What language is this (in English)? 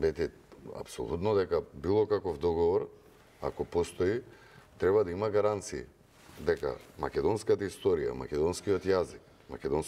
Macedonian